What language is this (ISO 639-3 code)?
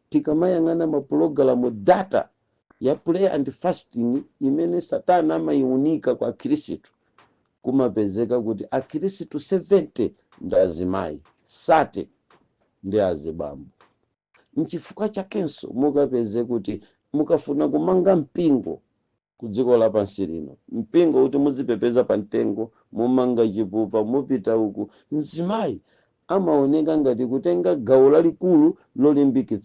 nya